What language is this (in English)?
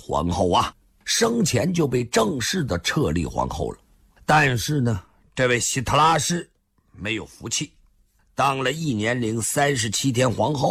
Chinese